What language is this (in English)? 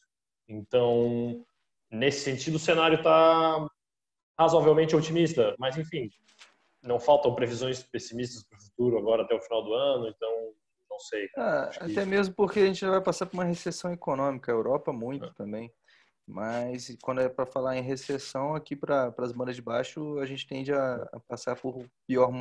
Portuguese